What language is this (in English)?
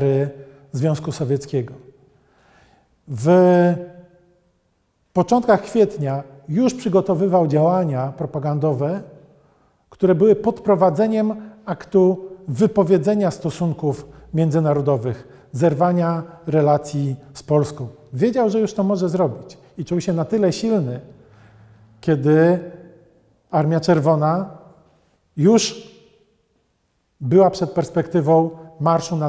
Polish